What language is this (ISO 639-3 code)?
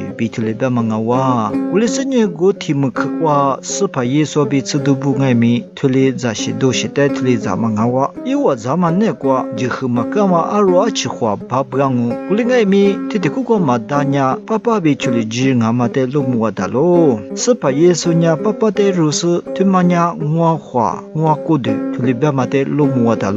lis